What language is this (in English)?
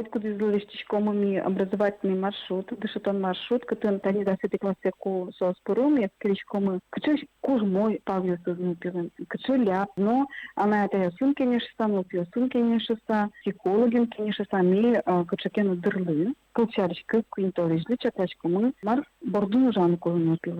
Udmurt